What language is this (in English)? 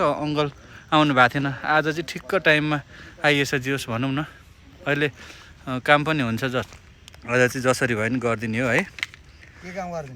Nepali